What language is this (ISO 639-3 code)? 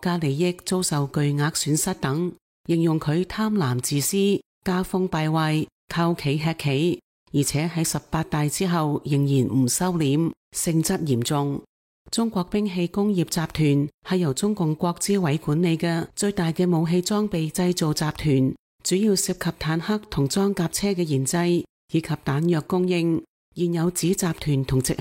yue